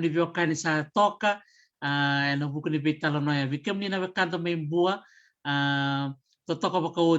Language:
Fijian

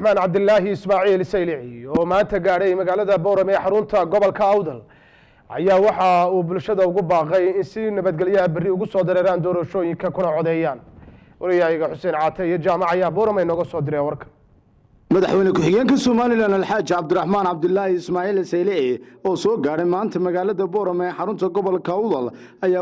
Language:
Somali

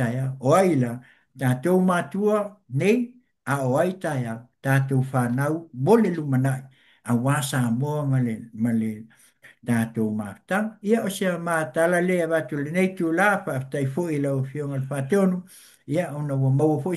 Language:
Samoan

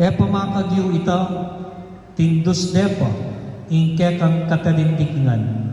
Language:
Pampanga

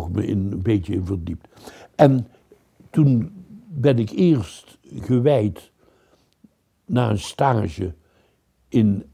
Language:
Dutch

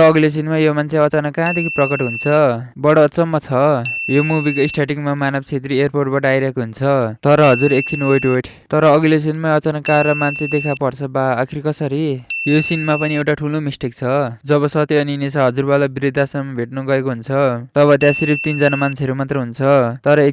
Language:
Nepali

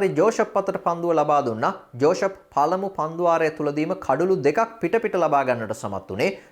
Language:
Sinhala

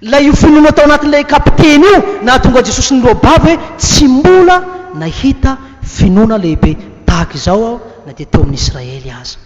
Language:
Malagasy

